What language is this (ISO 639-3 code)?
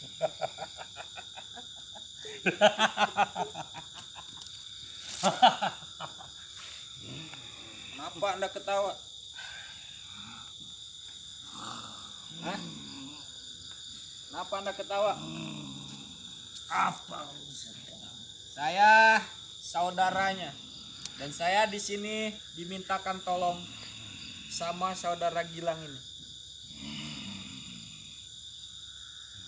ind